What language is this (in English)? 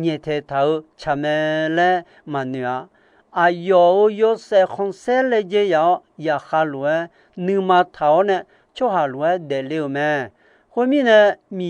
Akha